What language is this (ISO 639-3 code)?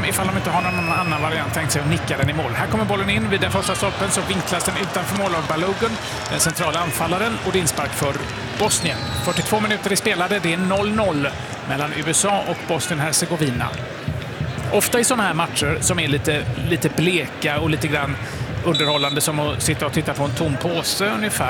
swe